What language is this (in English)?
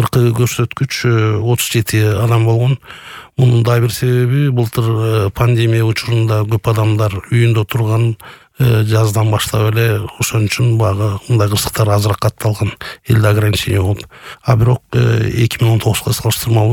Kyrgyz